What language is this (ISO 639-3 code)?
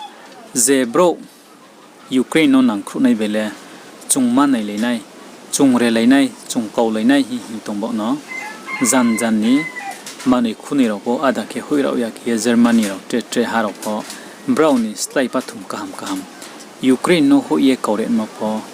ria